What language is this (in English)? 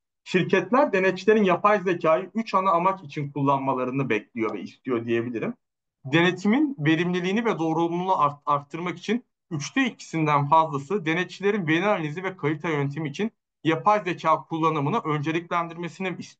Turkish